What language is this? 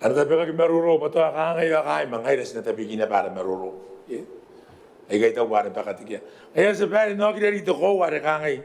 Gilbertese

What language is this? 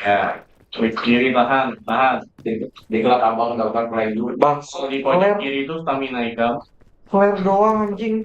Banjar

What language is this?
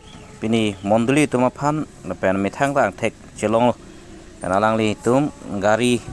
Karbi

